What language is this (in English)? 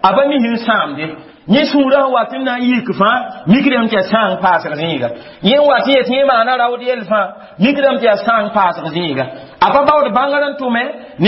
Mossi